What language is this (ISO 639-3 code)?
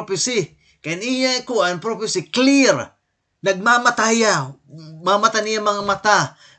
war